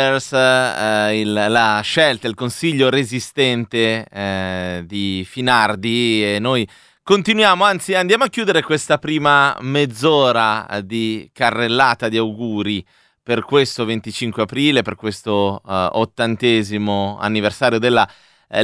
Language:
Italian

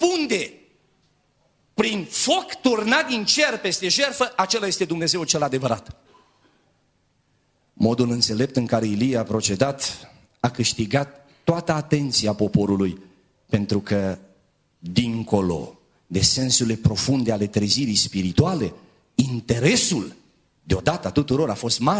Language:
Romanian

